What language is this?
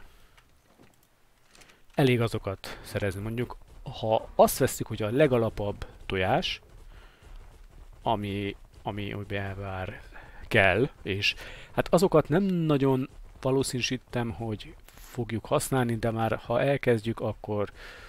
Hungarian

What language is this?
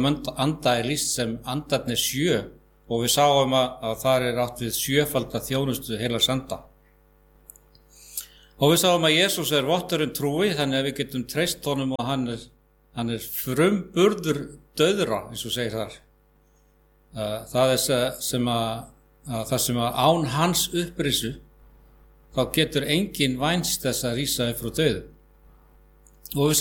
Icelandic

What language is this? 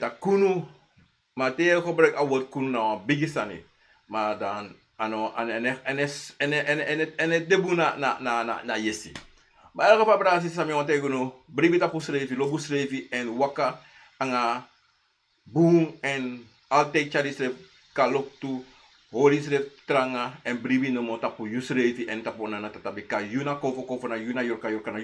Sranan Tongo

